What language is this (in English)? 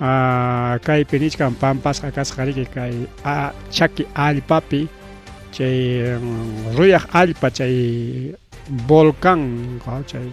Ayacucho Quechua